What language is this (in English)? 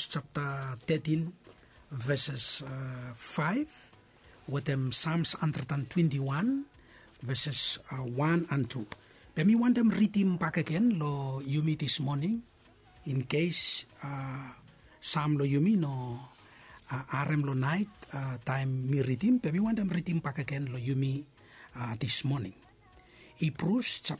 Bislama